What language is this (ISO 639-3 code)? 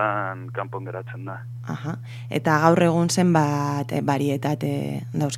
eus